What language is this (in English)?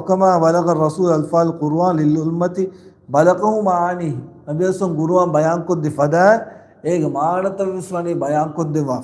Divehi